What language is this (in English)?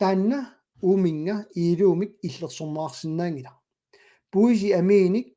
Kalaallisut